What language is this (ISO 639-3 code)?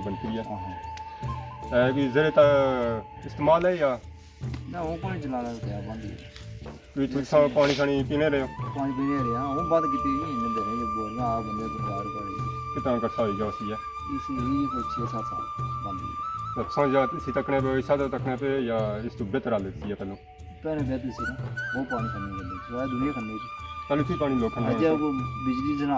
phr